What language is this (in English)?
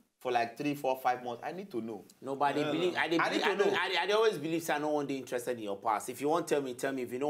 Nigerian Pidgin